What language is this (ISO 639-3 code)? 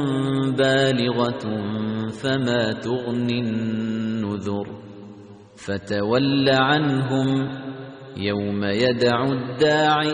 ara